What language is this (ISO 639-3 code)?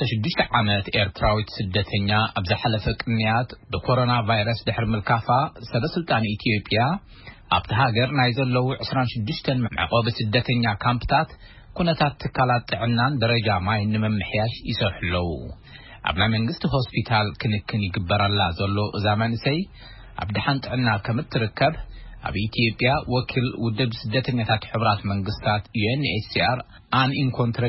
tir